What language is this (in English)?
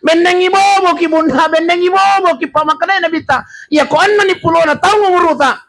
Buginese